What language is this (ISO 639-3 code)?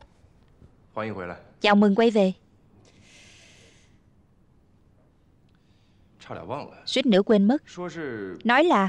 vie